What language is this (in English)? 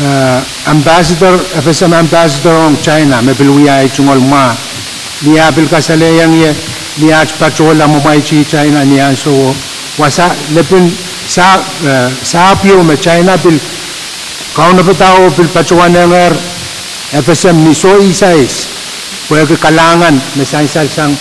Pohnpeian